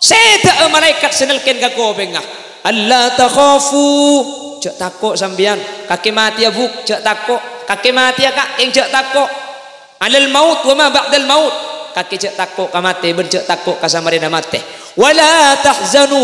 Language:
Madurese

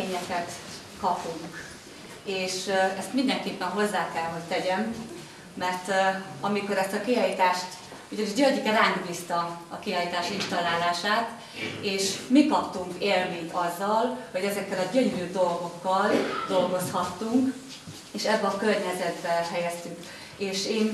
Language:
Hungarian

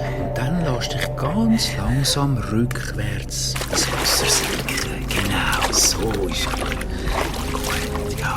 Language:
Swiss German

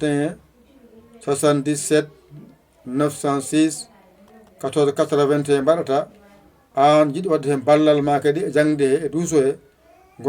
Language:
Fula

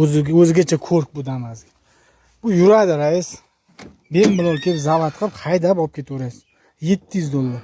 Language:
Uzbek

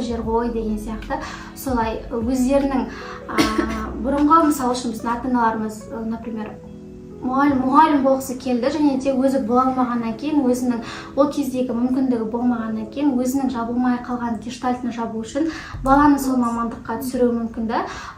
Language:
Kazakh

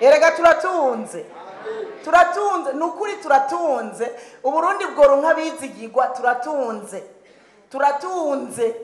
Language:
Rundi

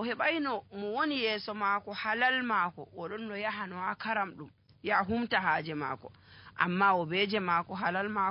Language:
Nigerian Fulfulde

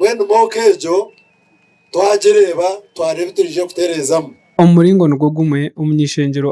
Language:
Nyankole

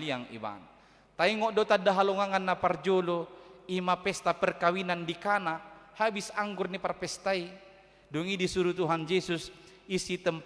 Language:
Batak Toba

